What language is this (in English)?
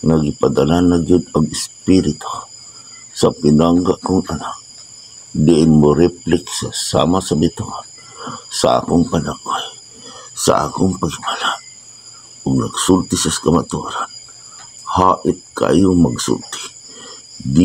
Cebuano